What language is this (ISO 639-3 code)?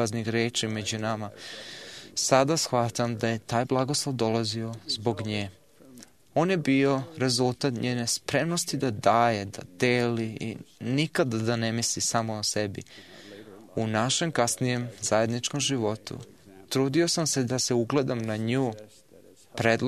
srp